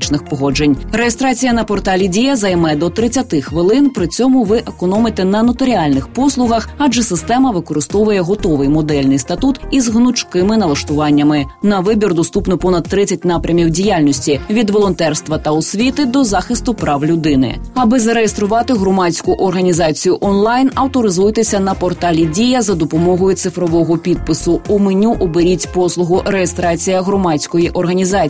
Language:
Ukrainian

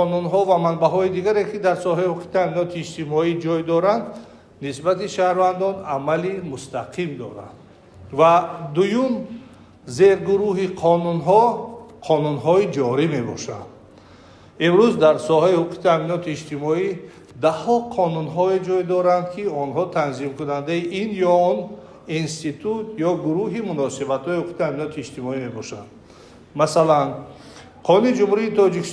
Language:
Tajik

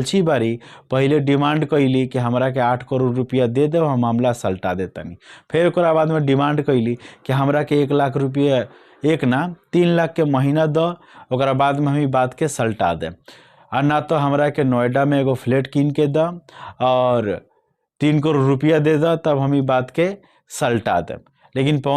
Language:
Bhojpuri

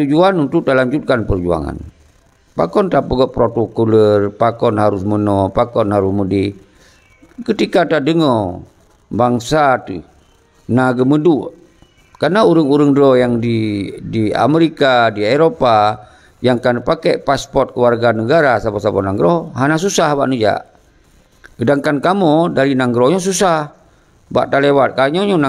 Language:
Achinese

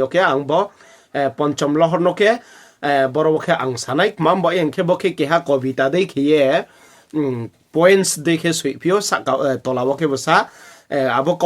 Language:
Riang (India)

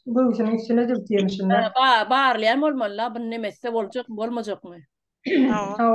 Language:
Turkmen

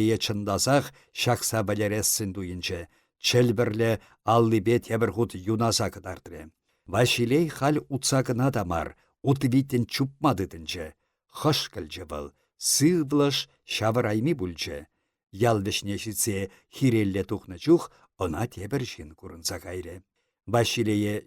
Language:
Chuvash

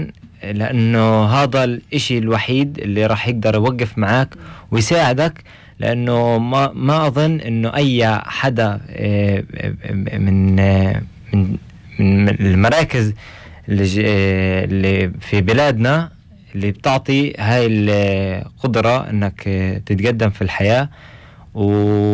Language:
North Levantine Arabic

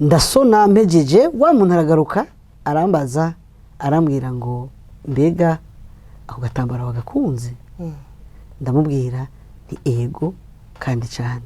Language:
Rundi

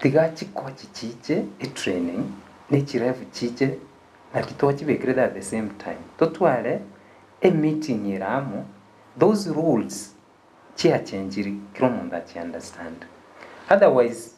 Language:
Gusii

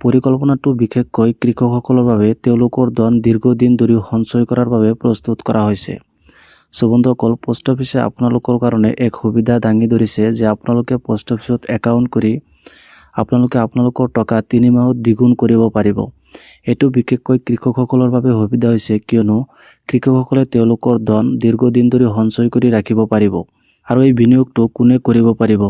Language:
Assamese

